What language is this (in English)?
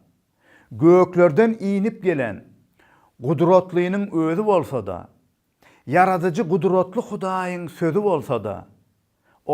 Turkmen